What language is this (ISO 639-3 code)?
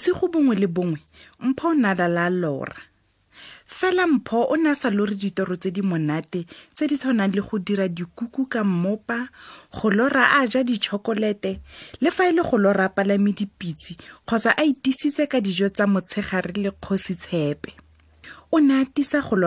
tsn